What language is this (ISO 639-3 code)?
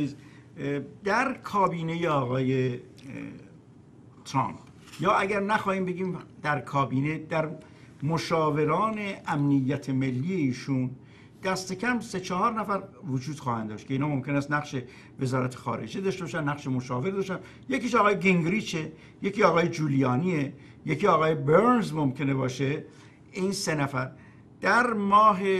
fas